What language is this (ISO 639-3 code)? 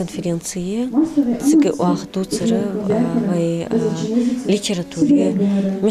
inh